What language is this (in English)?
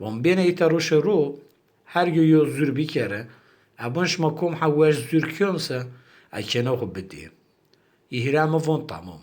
Zaza